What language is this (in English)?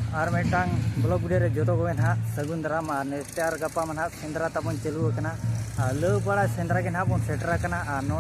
Santali